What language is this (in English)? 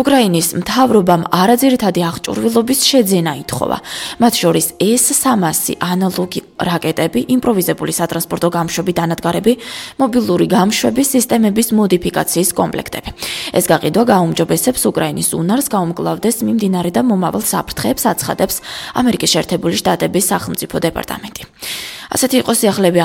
Georgian